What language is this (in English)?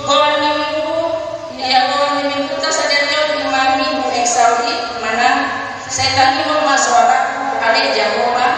Batak Toba